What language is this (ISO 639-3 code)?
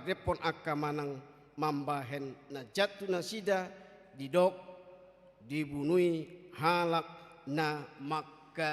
bbc